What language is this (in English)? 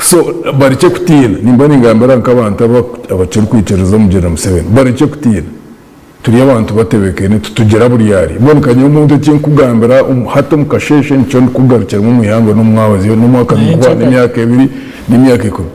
Nyankole